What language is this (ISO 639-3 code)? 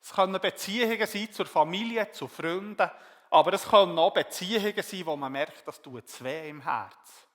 gsw